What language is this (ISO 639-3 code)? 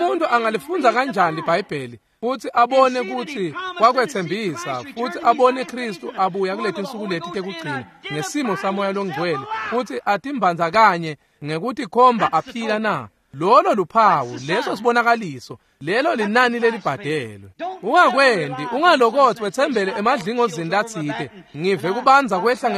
ssw